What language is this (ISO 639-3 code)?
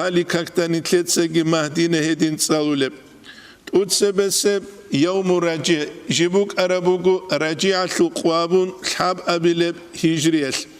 ava